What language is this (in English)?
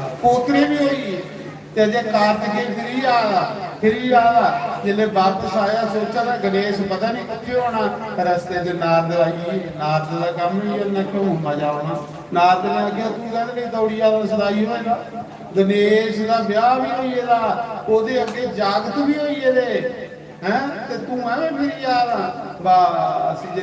Dogri